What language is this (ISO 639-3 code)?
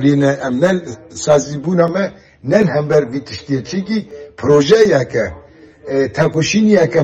kur